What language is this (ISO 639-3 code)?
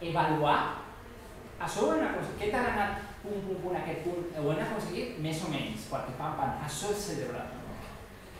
cat